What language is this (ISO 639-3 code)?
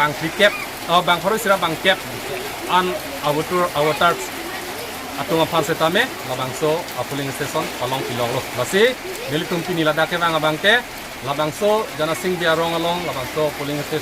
mjw